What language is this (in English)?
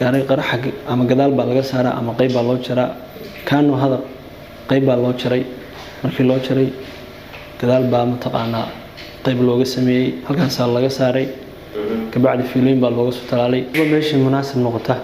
Somali